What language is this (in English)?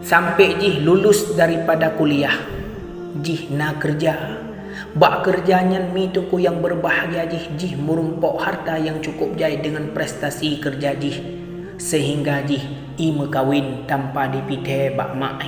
Achinese